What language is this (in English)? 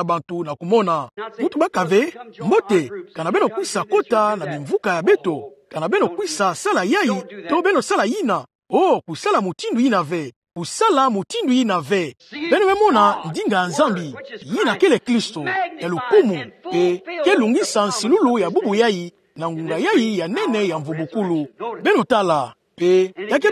Kituba (Democratic Republic of Congo)